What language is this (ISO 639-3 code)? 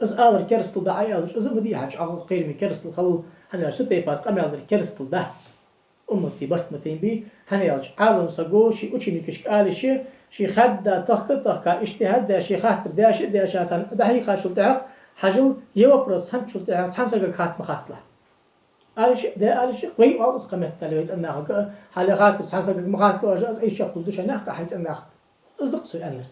inh